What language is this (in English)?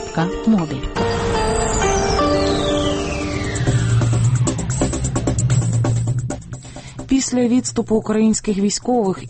Ukrainian